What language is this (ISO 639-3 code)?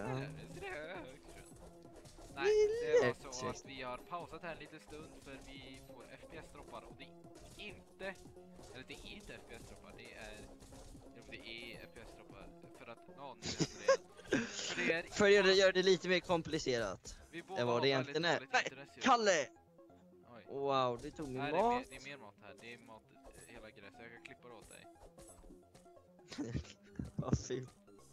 swe